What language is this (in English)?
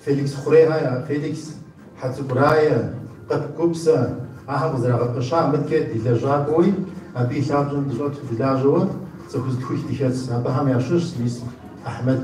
Kabardian